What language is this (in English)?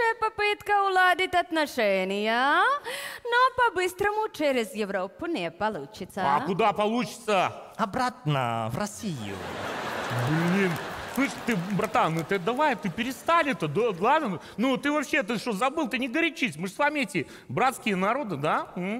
Russian